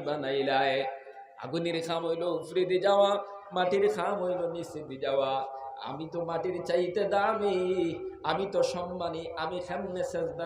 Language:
Sylheti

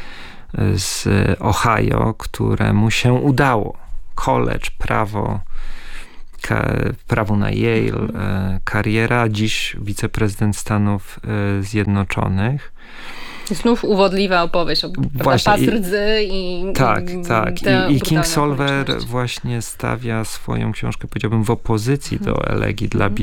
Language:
Polish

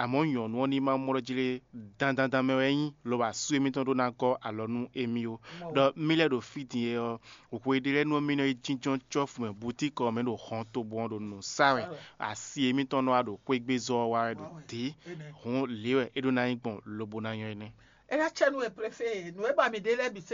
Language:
Fon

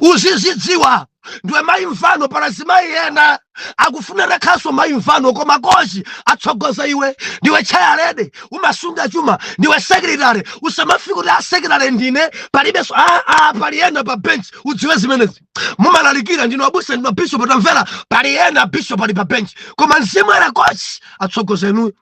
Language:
Nyanja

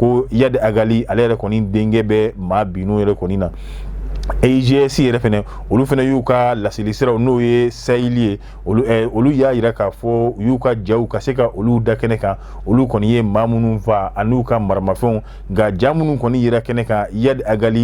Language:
Bambara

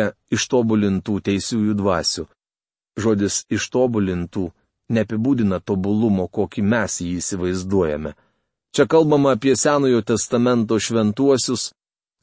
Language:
Lithuanian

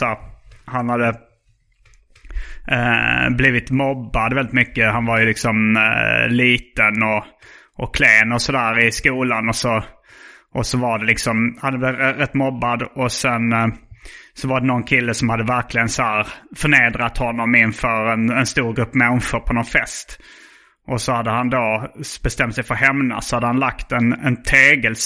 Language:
Swedish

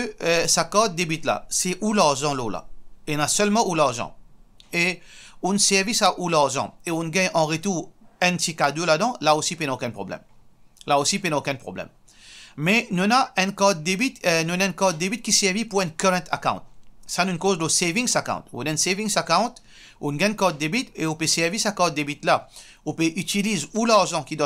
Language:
Morisyen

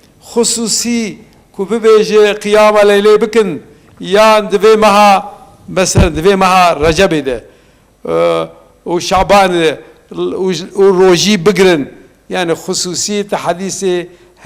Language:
Kurdish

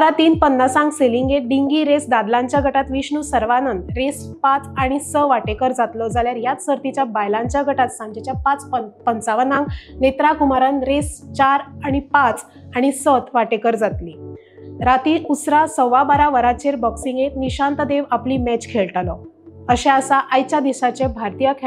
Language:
Konkani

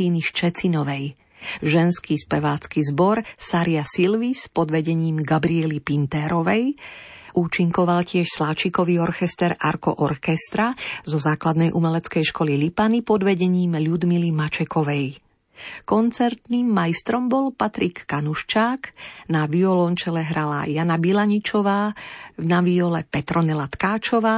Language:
Slovak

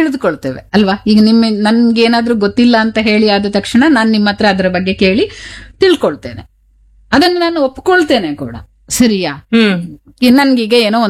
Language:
Kannada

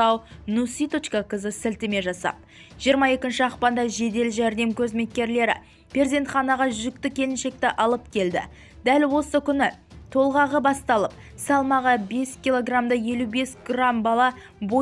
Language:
Kazakh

